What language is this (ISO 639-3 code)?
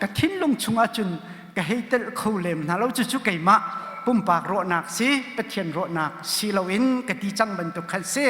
cnh